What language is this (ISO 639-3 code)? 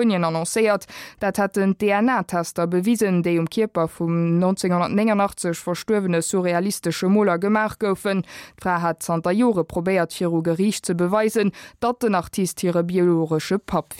ltz